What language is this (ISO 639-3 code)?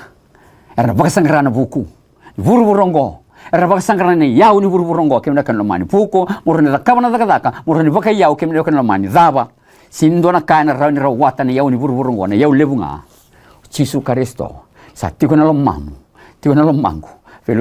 fij